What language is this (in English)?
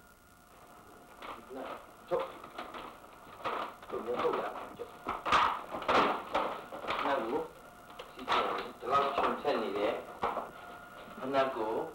Burmese